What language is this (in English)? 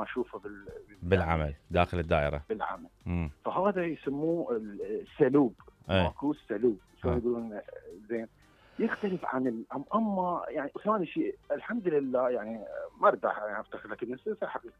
Mesopotamian Arabic